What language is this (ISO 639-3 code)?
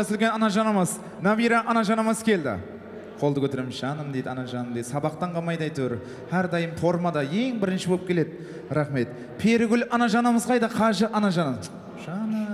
kaa